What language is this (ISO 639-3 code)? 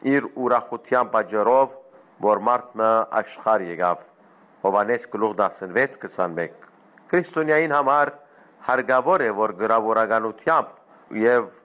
hye